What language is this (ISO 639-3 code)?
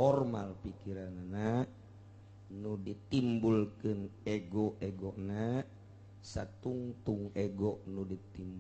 sun